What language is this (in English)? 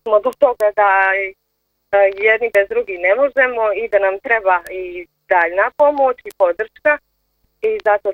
Bosnian